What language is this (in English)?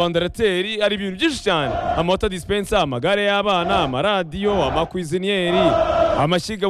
Kinyarwanda